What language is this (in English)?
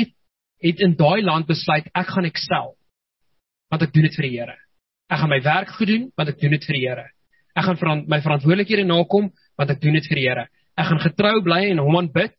Afrikaans